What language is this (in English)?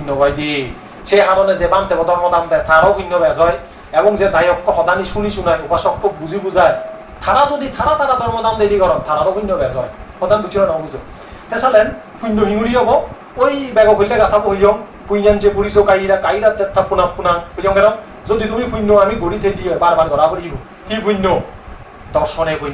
Chakma